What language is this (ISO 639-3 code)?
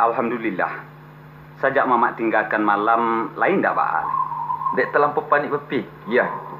min